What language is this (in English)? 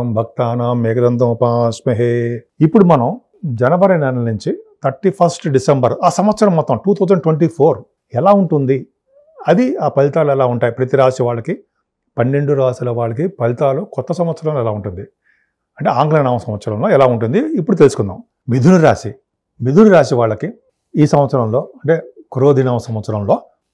Telugu